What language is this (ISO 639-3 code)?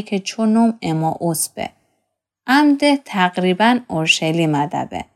glk